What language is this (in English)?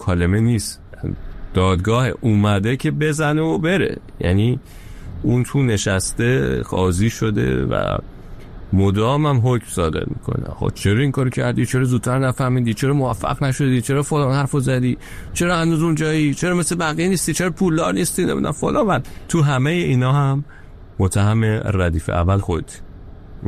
Persian